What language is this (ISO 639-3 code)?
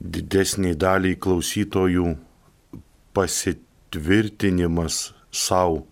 lit